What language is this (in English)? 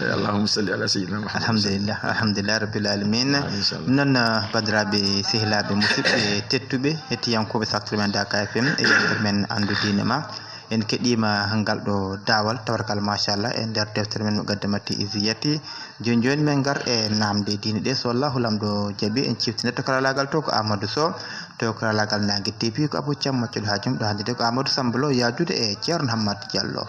Fula